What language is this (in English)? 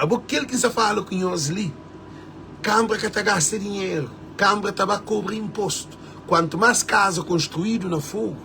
Kabuverdianu